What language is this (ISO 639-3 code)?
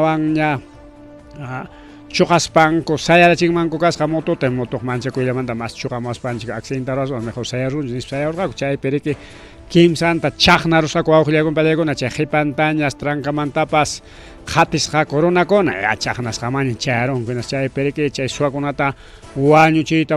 quy